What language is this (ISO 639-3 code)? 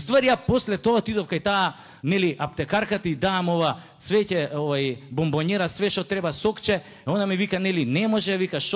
mkd